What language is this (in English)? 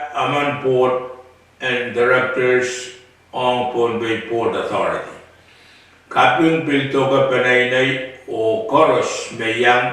Pohnpeian